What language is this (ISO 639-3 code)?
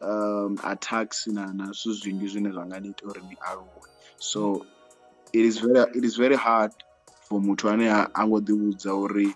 ven